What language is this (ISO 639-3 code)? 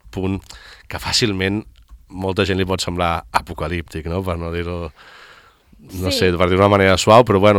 cat